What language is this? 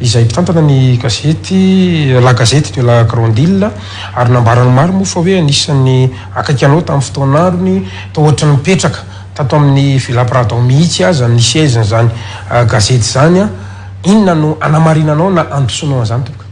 Malagasy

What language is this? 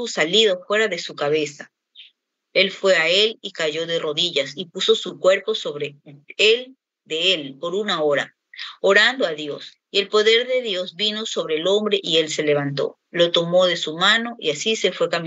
Spanish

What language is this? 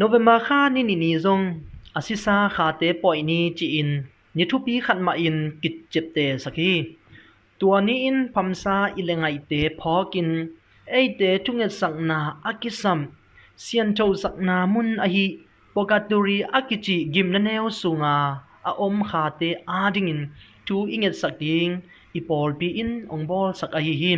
Tedim Chin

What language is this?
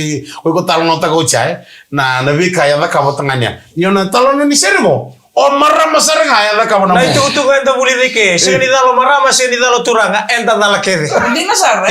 Fijian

